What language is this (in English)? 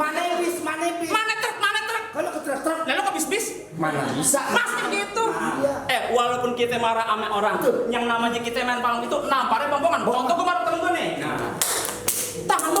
Betawi